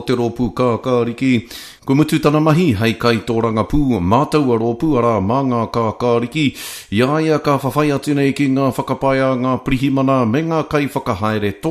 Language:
Māori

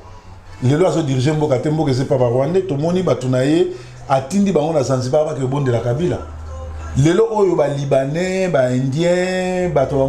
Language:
Lingala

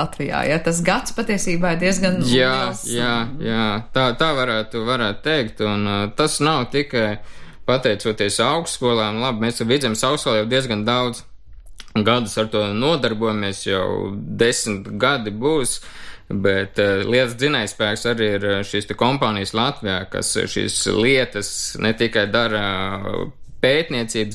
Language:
Latvian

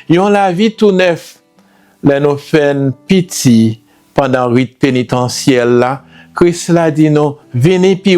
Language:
Haitian Creole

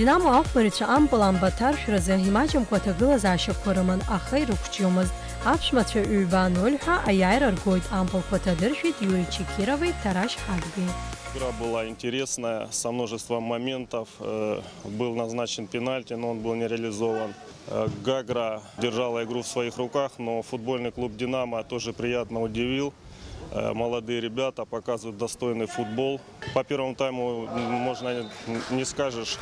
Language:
Abkhazian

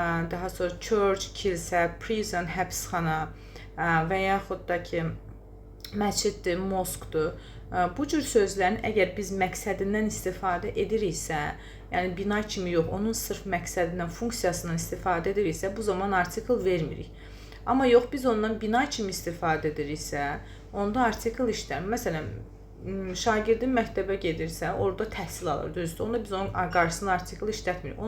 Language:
Azerbaijani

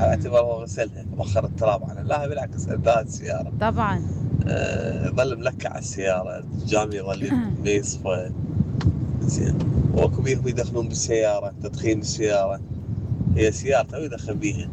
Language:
Mesopotamian Arabic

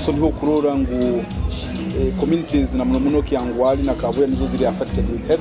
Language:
Nyoro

